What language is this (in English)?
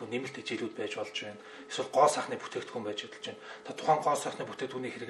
Mongolian